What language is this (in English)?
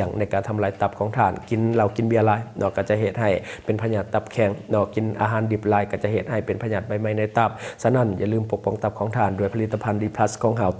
Lao